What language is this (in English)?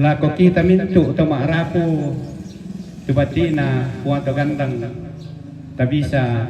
Toraja-Sa'dan